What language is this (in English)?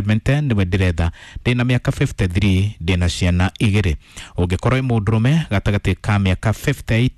Kikuyu